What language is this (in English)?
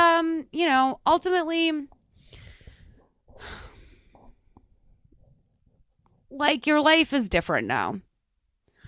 English